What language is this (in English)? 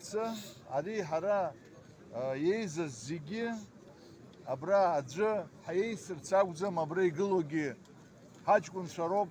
Abkhazian